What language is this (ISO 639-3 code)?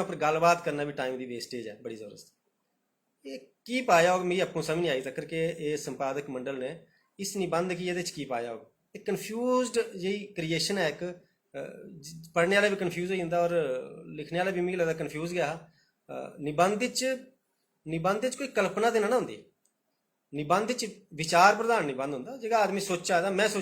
doi